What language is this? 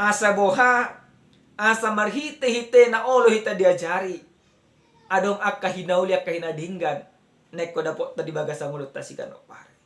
Batak Toba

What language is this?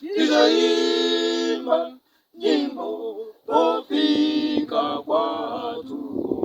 Nyanja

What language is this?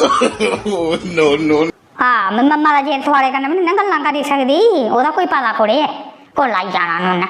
Dogri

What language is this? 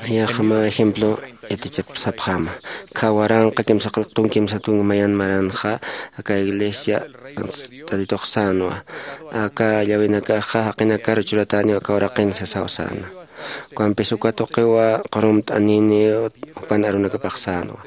Aymara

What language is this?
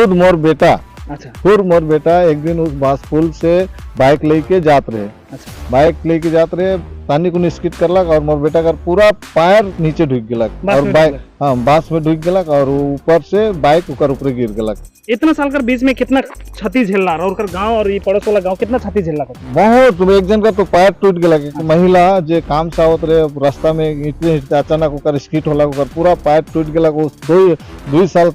Sadri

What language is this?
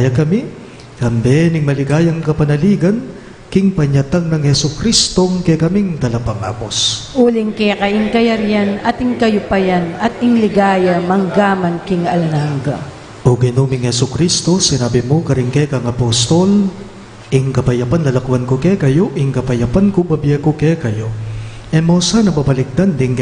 Pampanga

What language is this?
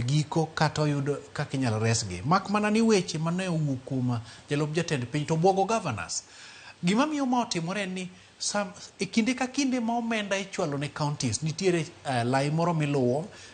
Luo (Kenya and Tanzania)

